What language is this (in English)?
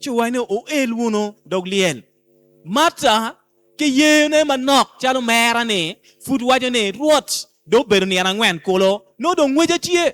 Acoli